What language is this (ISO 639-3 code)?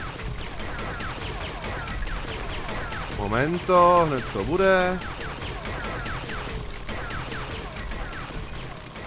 ces